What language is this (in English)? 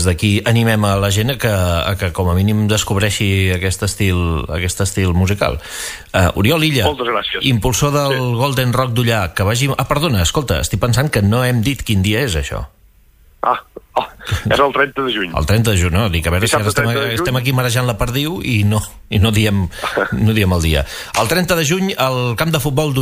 Catalan